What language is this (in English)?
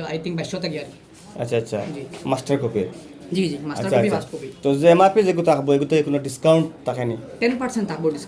Sylheti